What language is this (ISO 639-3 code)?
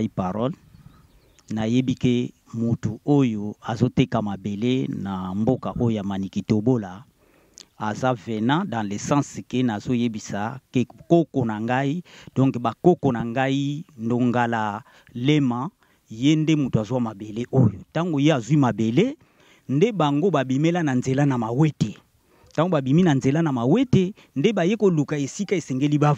lin